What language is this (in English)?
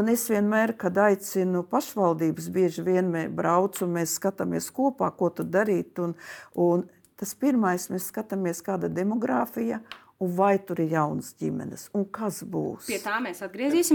Latvian